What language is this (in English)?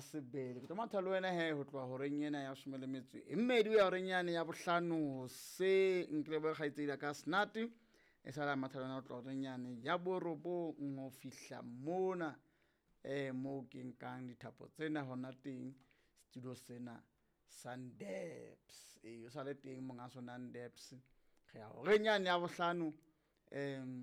Southern Sotho